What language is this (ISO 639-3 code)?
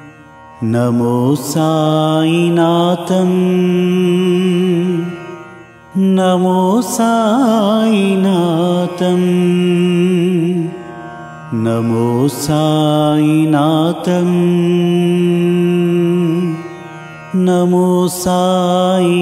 tam